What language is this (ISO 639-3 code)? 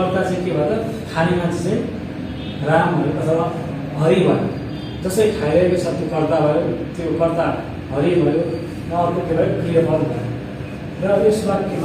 nep